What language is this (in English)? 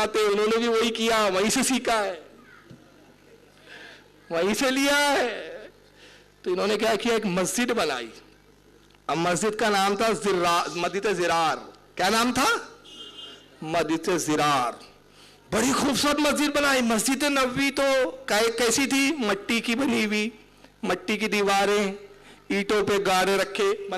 Urdu